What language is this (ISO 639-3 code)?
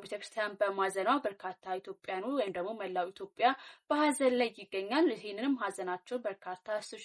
amh